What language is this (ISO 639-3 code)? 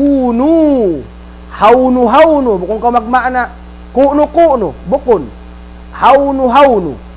tsg